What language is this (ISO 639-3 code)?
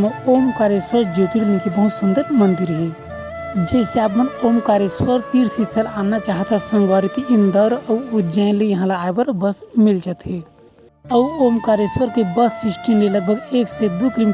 hne